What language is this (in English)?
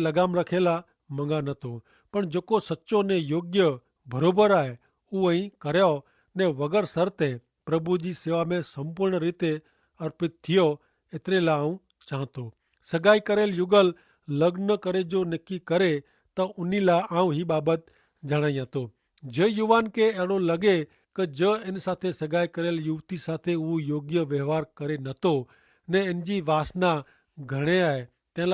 Kachhi